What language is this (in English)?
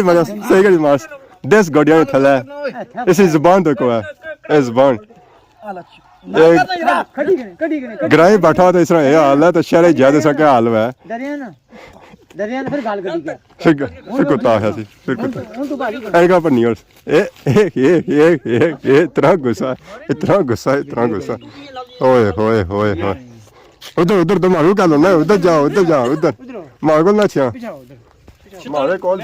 Pahari-Potwari